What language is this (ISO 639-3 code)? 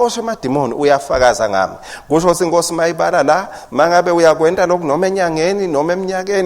ssw